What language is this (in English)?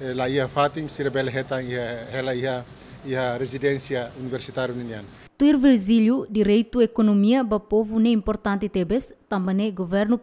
Tetum